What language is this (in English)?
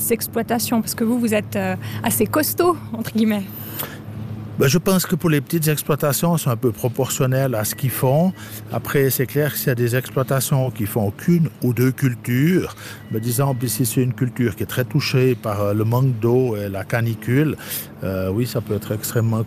French